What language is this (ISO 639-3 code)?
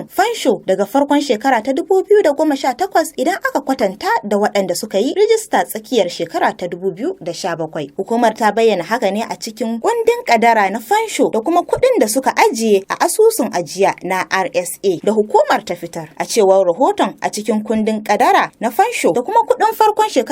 hau